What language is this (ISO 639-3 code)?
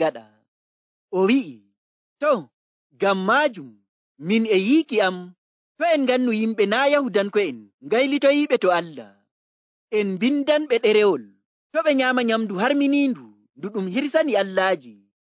fuv